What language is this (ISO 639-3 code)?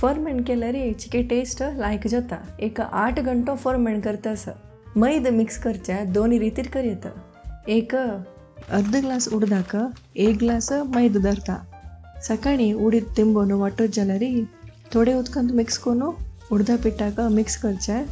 kok